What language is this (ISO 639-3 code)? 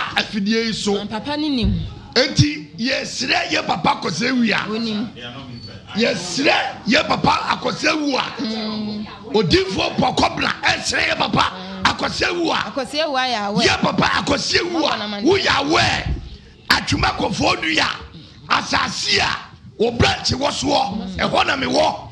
aka